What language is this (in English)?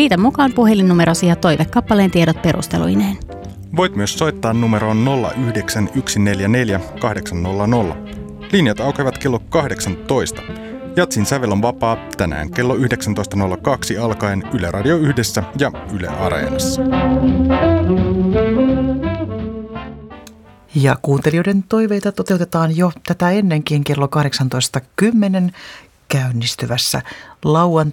Finnish